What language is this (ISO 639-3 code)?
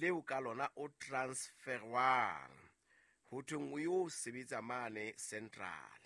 sot